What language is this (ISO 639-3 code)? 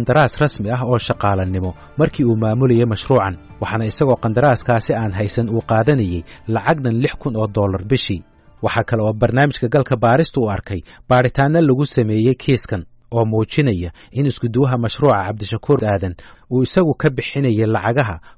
som